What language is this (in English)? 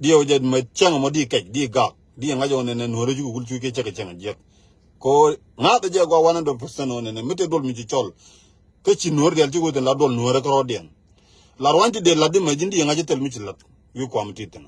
Nuer